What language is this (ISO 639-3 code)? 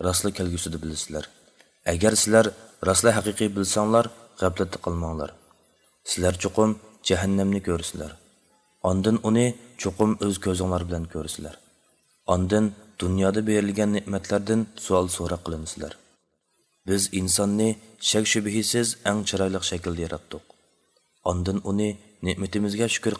uig